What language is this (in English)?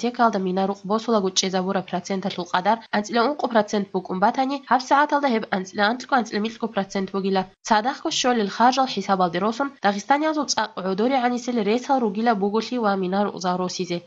Avaric